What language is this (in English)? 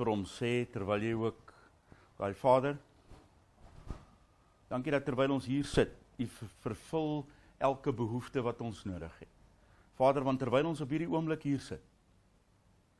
Afrikaans